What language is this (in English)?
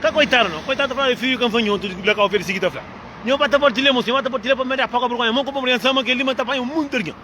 Kabuverdianu